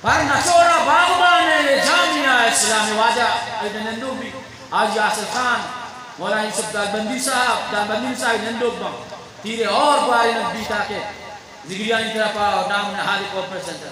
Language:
Eastern Balochi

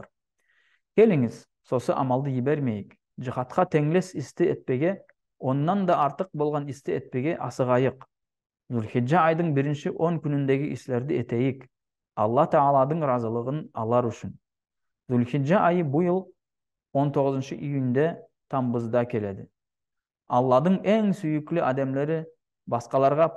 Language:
Nogai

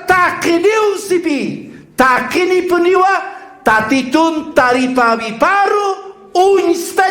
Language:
Aymara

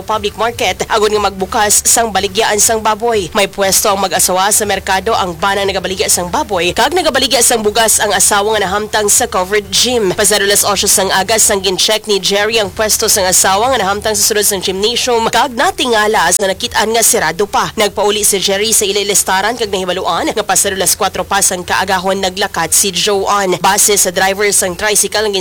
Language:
Hiligaynon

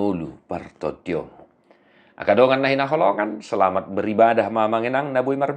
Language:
Batak Toba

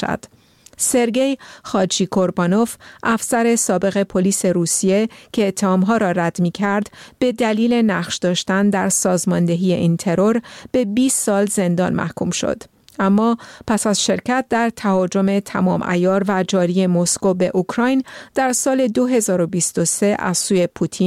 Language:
Persian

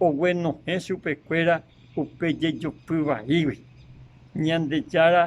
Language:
Guarani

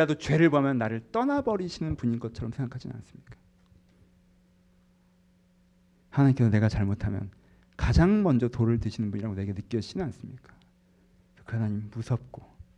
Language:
Korean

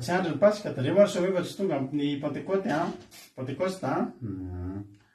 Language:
Malagasy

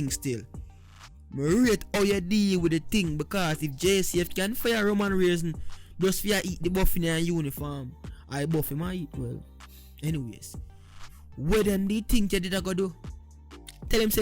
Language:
Jamaican Creole English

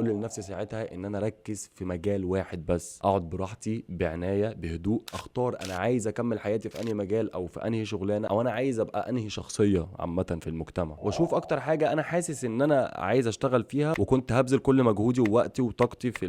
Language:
Egyptian Arabic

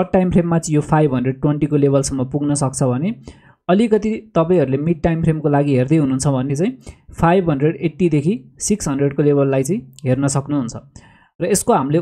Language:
Nepali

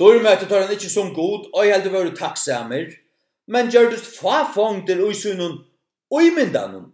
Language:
Faroese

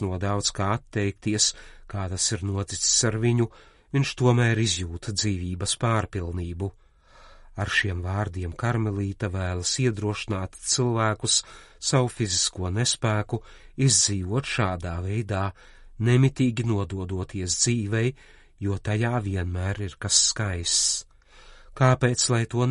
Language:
Latvian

